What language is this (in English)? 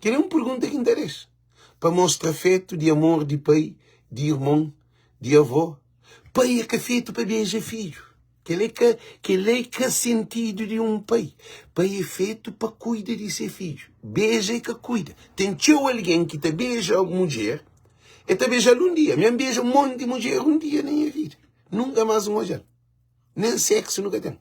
Kabuverdianu